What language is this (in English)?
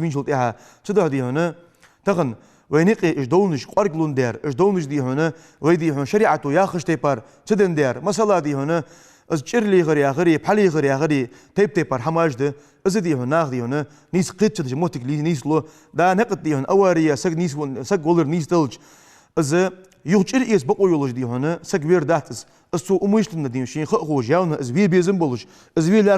Ingush